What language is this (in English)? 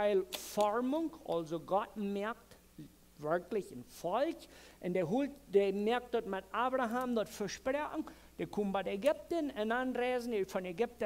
Plautdietsch